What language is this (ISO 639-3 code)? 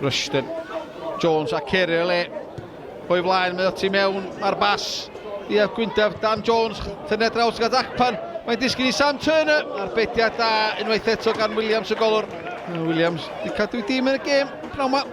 cym